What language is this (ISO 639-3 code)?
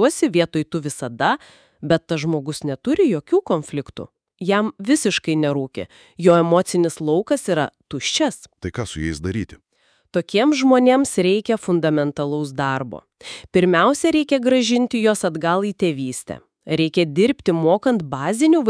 lit